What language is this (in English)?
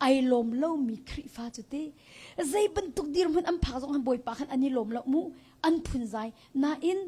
Hakha Chin